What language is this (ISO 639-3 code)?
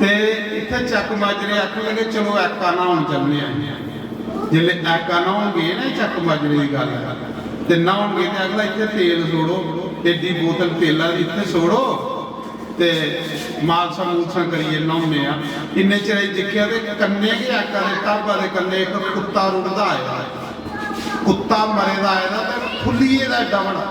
doi